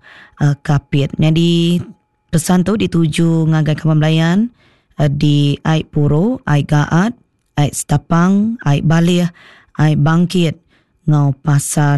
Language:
Iban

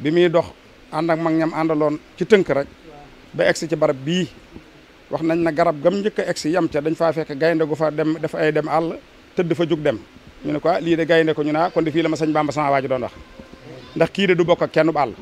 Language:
Wolof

